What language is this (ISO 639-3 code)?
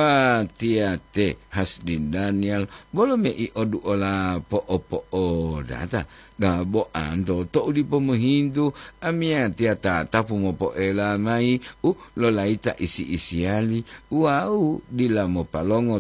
gor